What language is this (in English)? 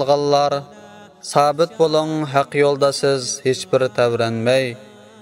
Uyghur